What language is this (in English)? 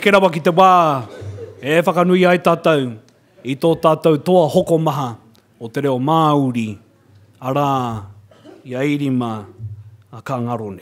Māori